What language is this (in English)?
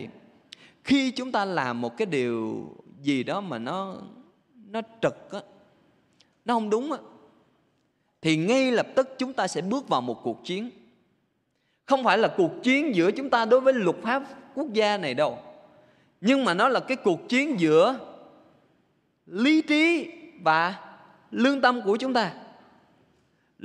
Vietnamese